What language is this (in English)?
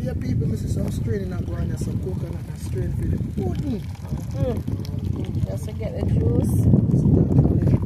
Jamaican Creole English